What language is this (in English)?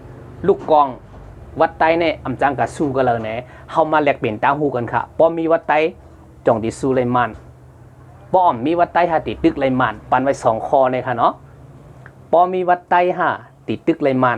Shan